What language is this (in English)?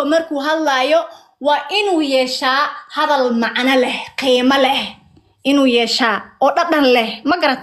Somali